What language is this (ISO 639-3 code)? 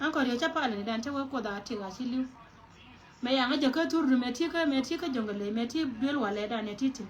nus